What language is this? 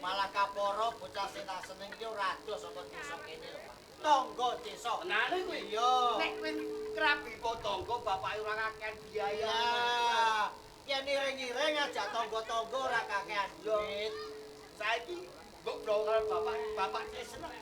Javanese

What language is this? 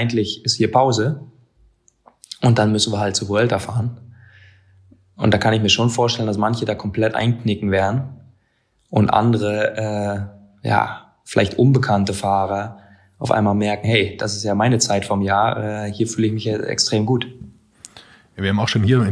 German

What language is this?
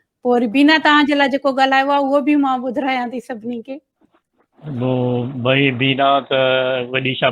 Sindhi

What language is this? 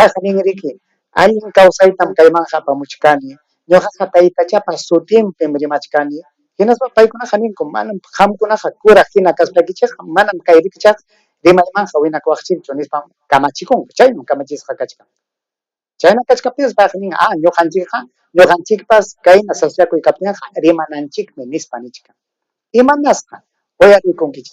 Ayacucho Quechua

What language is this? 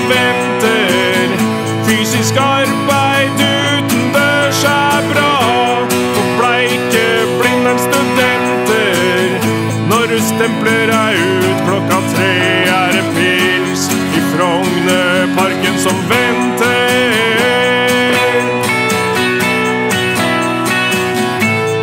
Norwegian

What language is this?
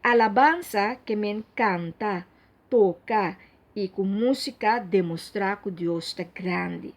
Papiamento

